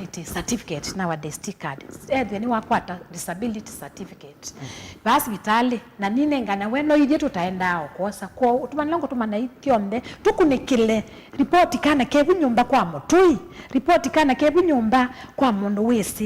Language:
Kamba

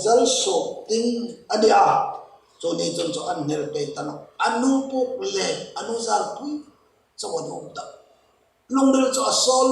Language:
Hmar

